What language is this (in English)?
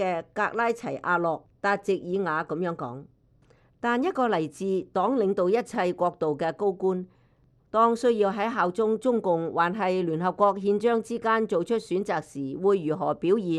Cantonese